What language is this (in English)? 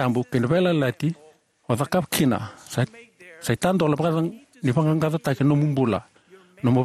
Fijian